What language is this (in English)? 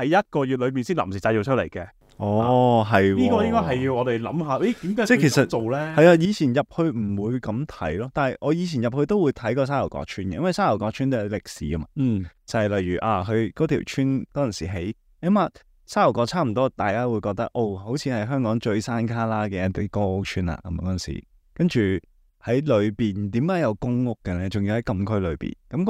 Cantonese